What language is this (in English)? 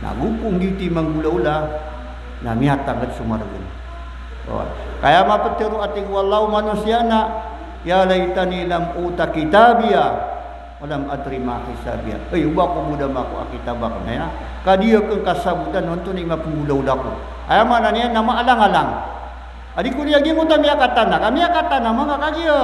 Maranao